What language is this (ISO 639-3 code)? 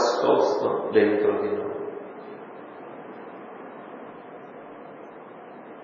ita